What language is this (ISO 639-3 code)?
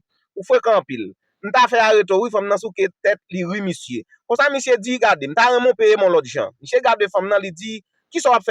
hat